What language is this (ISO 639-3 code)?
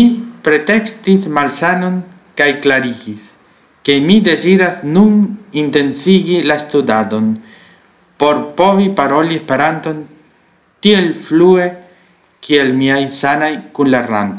epo